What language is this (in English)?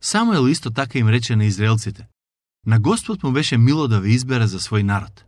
Macedonian